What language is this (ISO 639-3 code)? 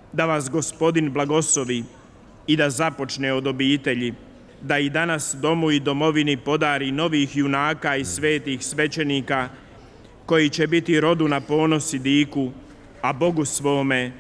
hrv